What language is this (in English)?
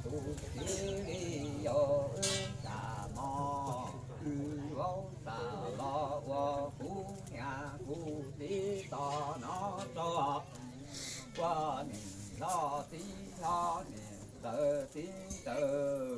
Hmong